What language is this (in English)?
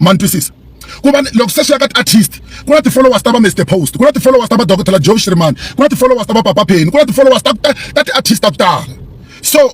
Tsonga